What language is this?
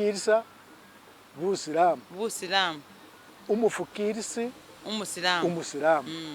Masaaba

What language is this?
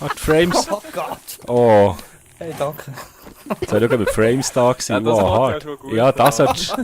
Swiss German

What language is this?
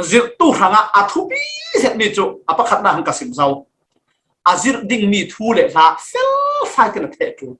Falam Chin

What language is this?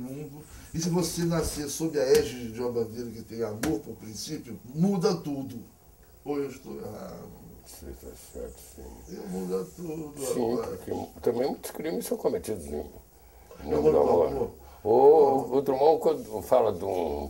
Portuguese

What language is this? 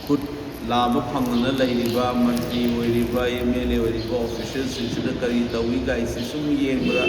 Manipuri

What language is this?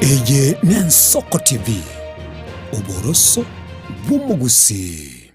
Gusii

